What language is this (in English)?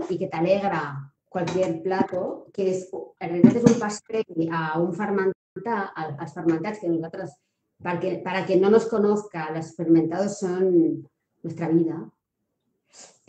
Catalan